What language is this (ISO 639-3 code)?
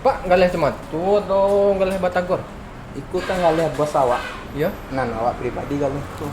min